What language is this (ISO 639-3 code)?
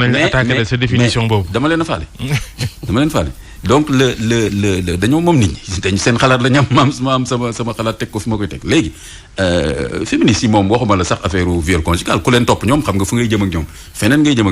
wol